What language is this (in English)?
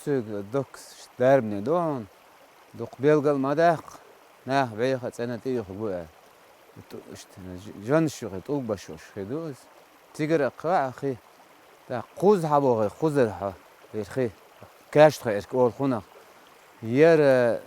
Chechen